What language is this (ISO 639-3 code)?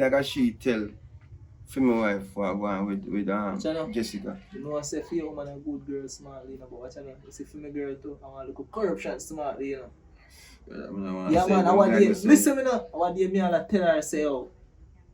jam